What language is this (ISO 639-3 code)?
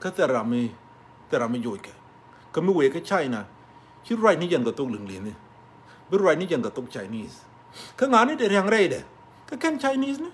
nus